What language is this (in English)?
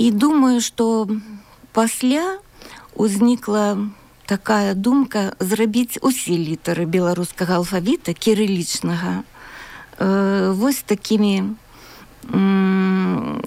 Belarusian